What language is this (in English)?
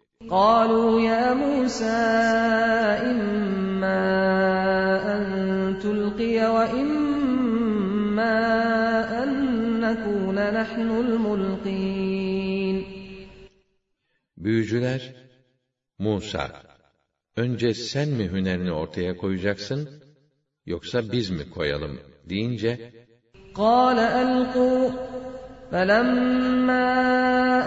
Turkish